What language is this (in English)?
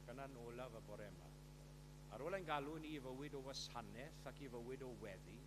Welsh